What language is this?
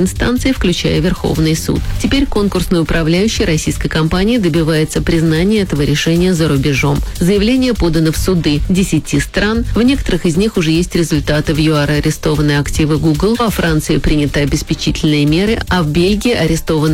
Russian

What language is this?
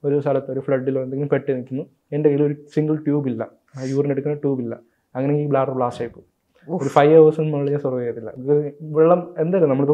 Malayalam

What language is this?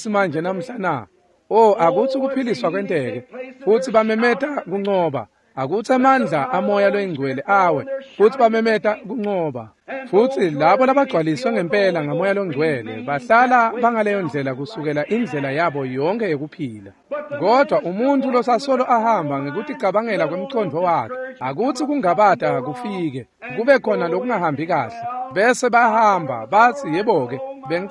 Swati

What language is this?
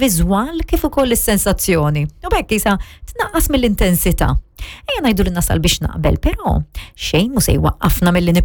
Maltese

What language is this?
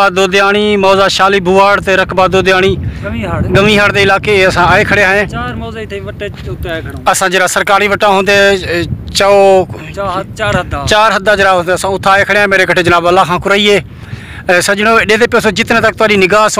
Saraiki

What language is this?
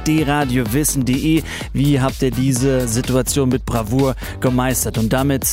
German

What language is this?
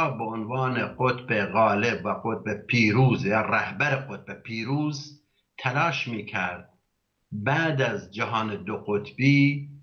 Persian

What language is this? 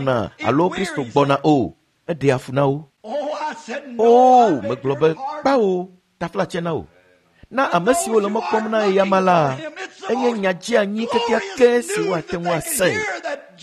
Ewe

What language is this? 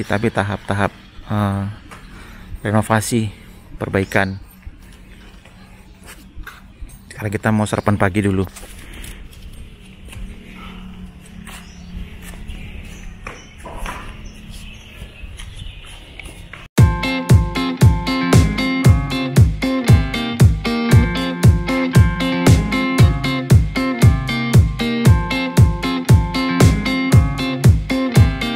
Indonesian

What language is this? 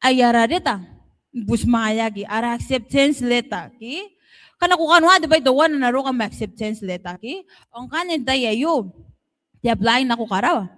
Gilbertese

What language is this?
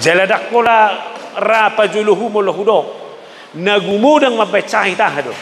Batak Toba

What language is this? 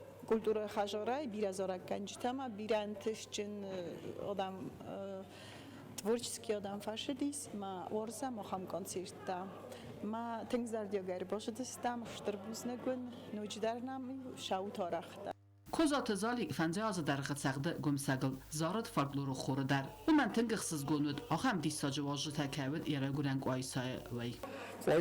Ossetic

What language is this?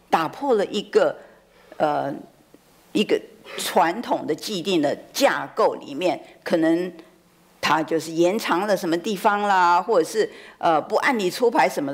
Chinese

